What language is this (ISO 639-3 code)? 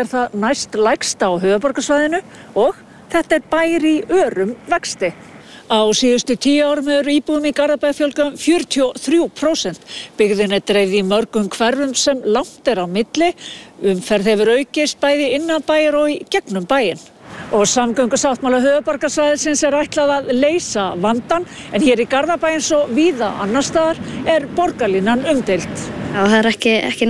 isl